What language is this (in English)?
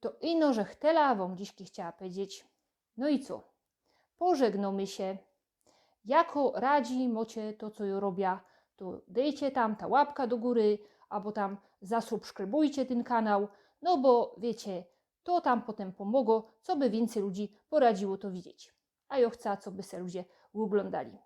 Silesian